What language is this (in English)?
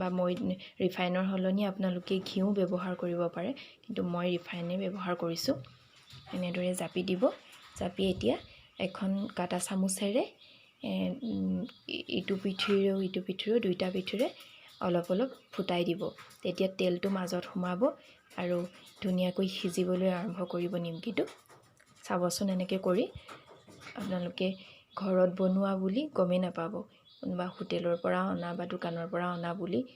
Assamese